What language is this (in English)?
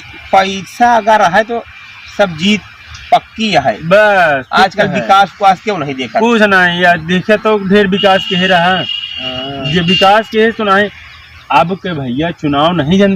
Awadhi